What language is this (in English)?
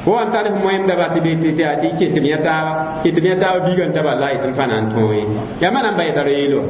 Mossi